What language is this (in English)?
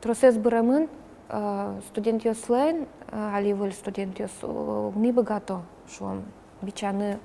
Udmurt